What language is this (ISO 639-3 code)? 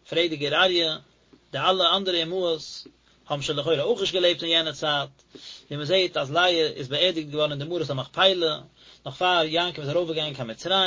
yid